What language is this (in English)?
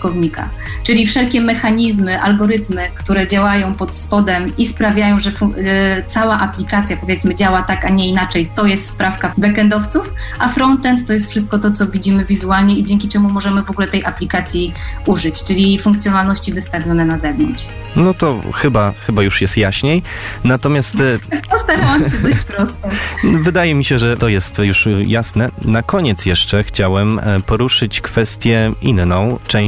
Polish